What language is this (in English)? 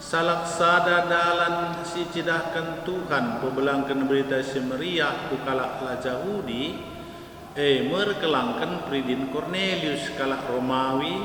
Batak Karo